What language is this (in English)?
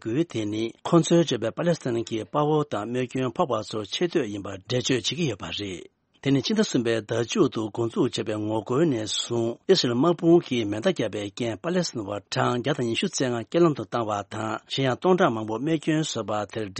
Tibetan